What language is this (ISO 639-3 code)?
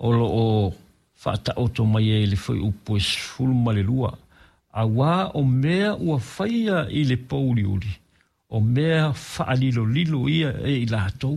smo